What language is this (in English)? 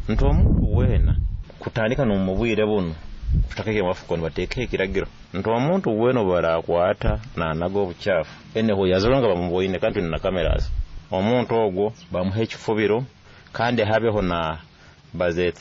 Nyoro